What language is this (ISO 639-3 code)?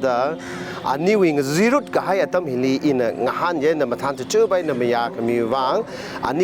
nmf